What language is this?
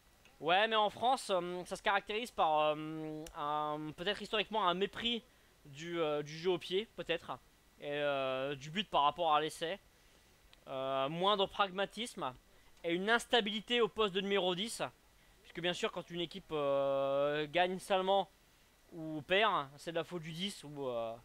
French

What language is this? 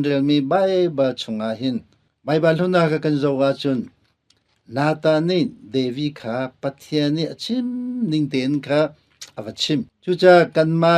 Hakha Chin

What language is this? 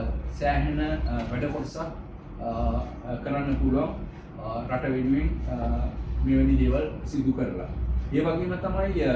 Sinhala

